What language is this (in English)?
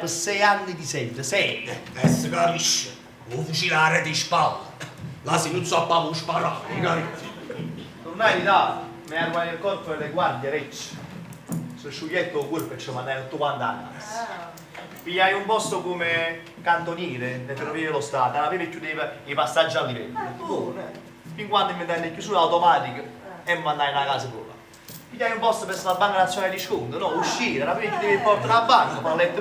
Neapolitan